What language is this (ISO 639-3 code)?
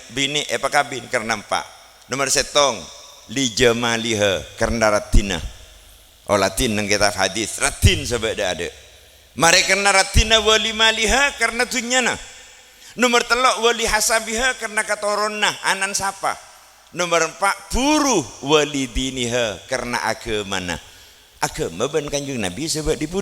mad